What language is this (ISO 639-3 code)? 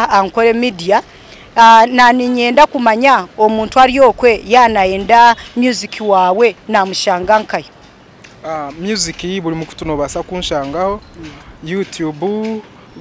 nyn